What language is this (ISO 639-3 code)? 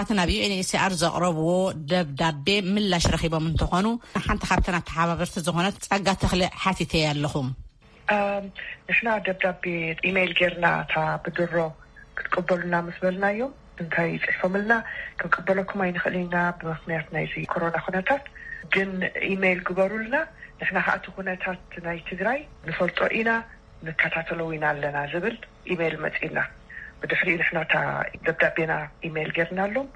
tir